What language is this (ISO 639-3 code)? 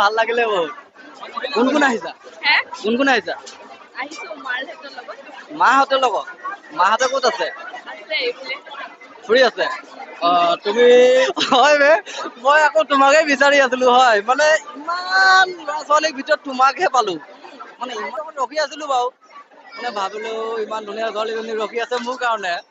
asm